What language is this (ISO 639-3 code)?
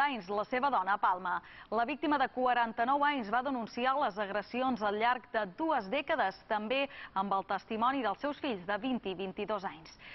cat